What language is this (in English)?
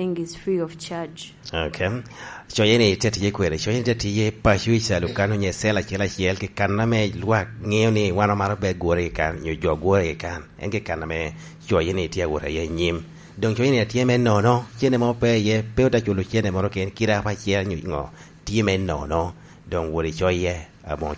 Lango (Uganda)